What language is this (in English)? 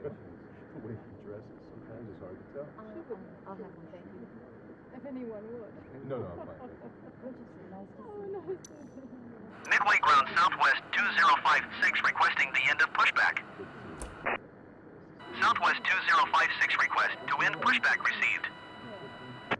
English